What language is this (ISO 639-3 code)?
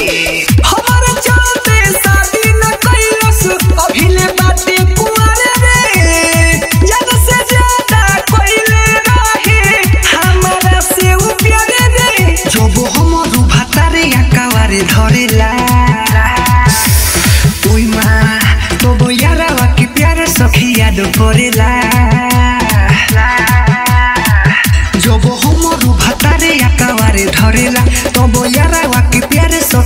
bho